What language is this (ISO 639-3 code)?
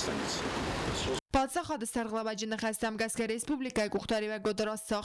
oss